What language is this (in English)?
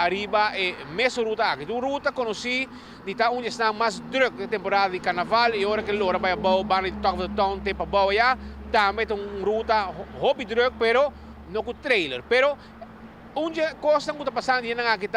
Papiamento